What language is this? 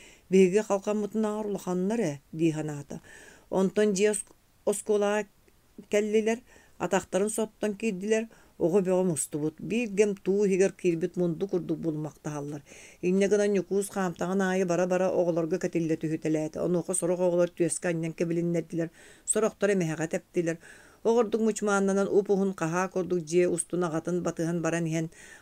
Yakut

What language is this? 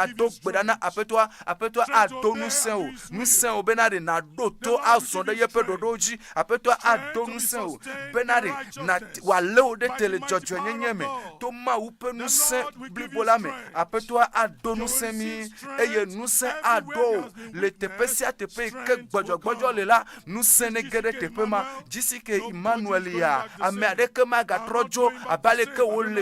Ewe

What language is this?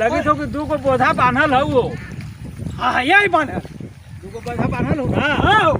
Magahi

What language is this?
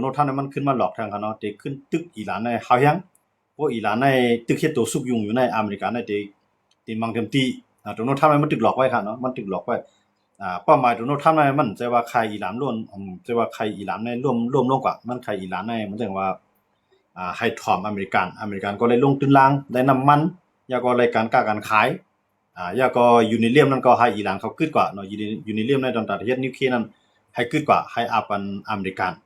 Shan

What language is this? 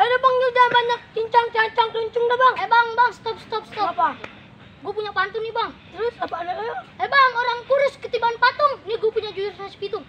Betawi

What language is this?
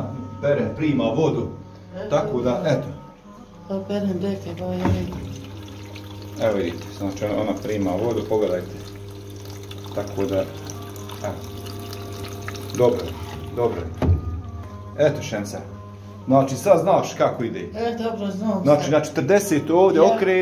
Croatian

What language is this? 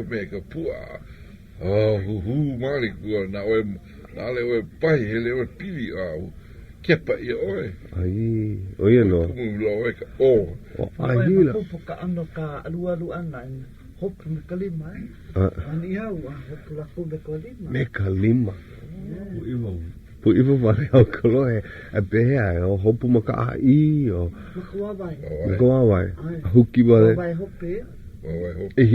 Hawaiian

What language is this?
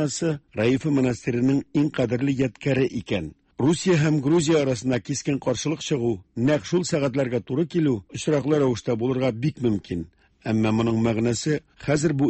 Tatar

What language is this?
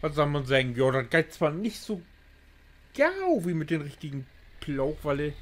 Low German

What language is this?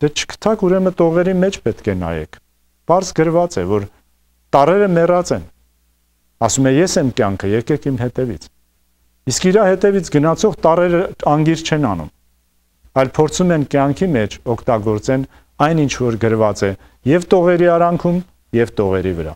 Armenian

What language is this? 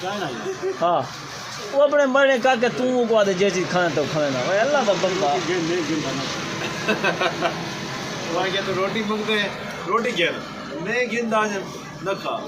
Saraiki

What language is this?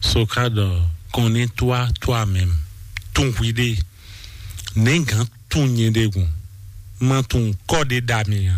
Fon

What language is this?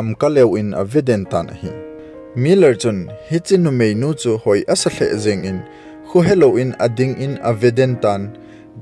Thado Chin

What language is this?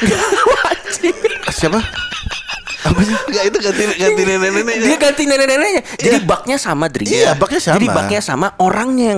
Indonesian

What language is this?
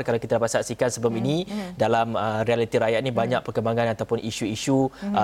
Malay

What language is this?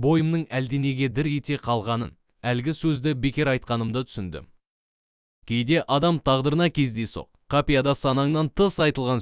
Kazakh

